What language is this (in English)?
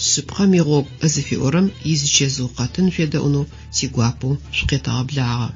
Adyghe